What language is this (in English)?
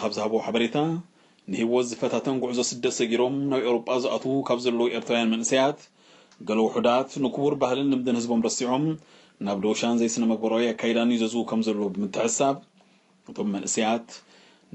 Tigrinya